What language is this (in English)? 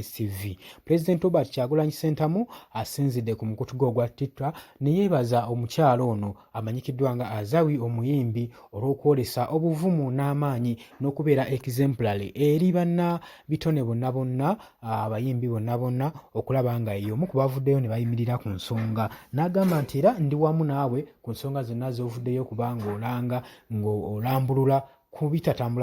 Ganda